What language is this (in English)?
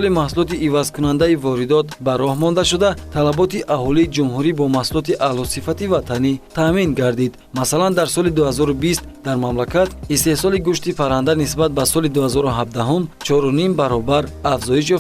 Tajik